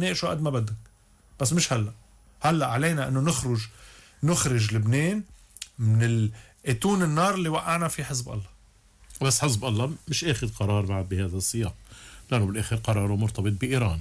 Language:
North Levantine Arabic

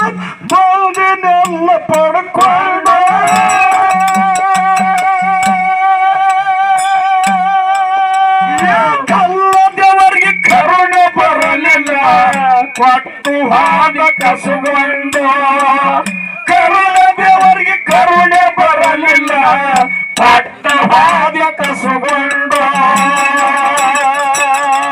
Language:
Kannada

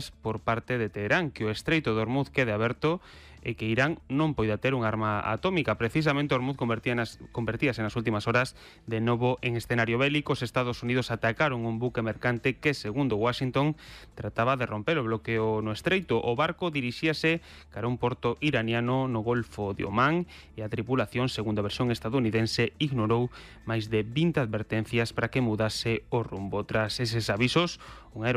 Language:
Galician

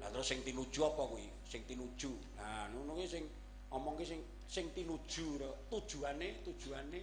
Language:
Javanese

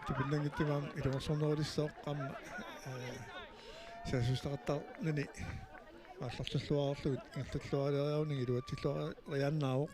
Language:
Kalaallisut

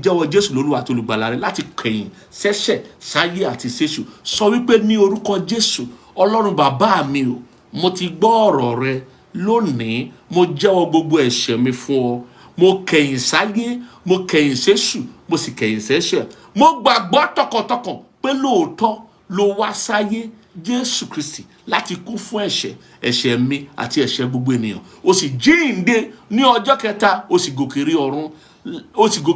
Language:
Yoruba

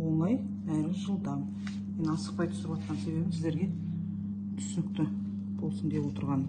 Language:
Kazakh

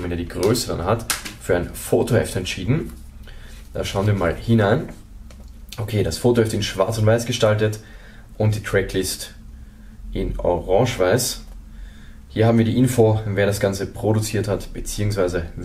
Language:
German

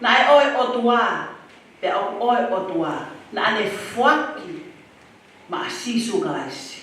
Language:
Tongan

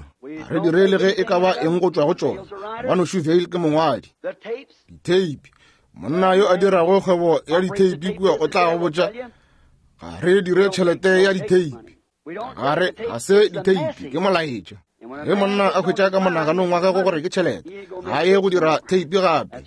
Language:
Northern Sotho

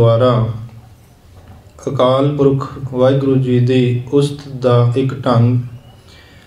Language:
Punjabi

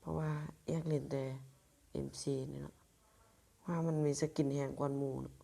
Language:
Lao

